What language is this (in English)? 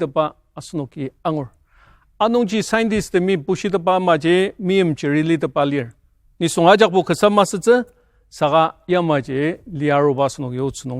Ao Naga